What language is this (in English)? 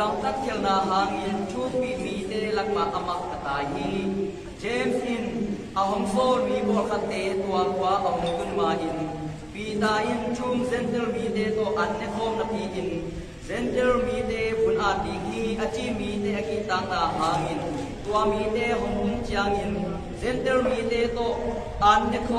Tedim Chin